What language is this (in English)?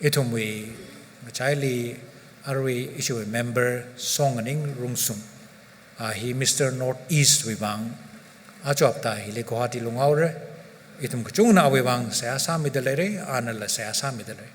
Tangkhul Naga (India)